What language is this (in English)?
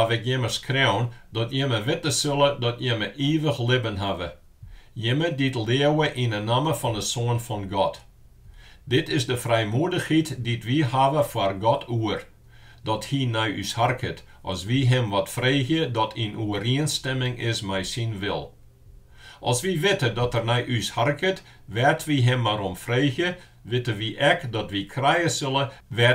Western Frisian